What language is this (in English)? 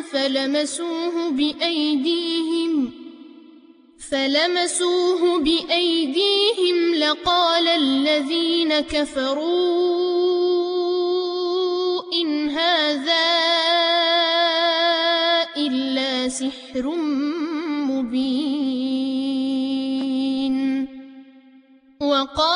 Arabic